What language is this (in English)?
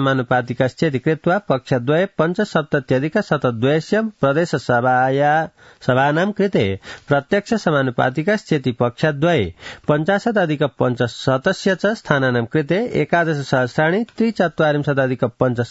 Sanskrit